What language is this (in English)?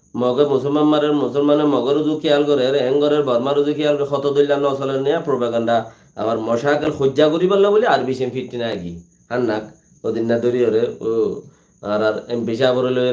Rohingya